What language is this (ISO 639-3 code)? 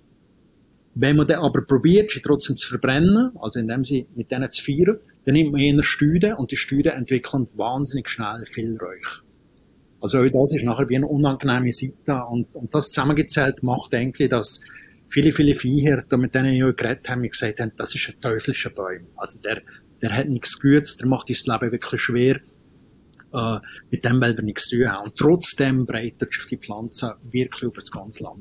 deu